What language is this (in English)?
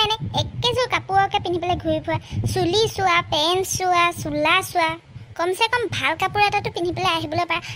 Assamese